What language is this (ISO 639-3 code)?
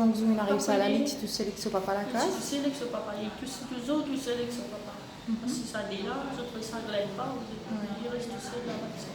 mfe